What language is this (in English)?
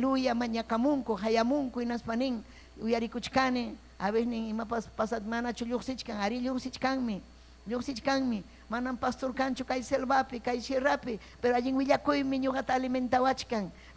Ayacucho Quechua